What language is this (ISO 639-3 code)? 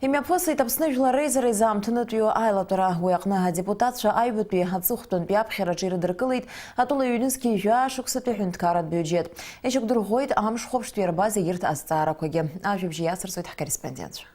abk